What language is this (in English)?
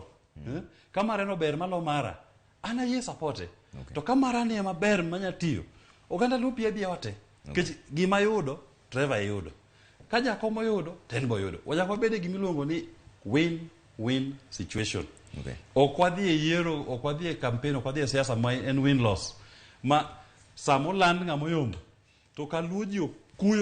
Luo (Kenya and Tanzania)